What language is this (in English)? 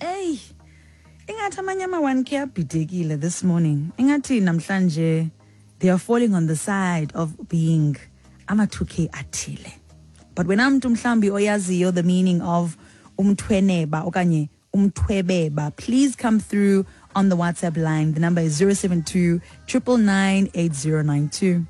Xhosa